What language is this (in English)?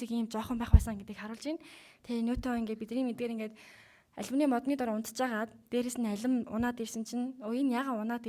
Mongolian